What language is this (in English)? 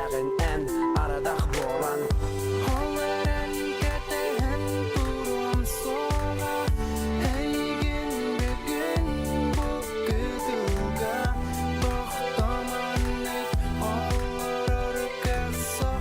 Yakut